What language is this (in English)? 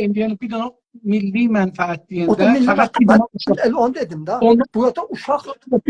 South Azerbaijani